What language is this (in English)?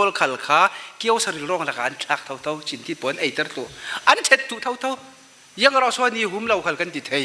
Falam Chin